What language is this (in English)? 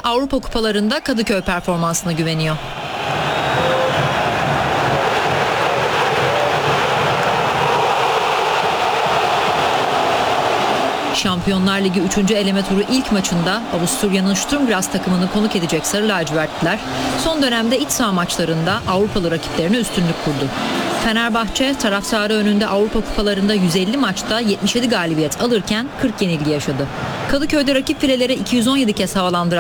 Turkish